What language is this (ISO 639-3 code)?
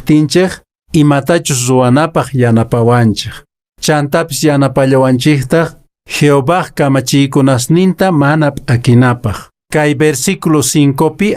que